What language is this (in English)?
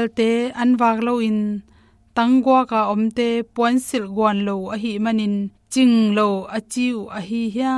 Tedim Chin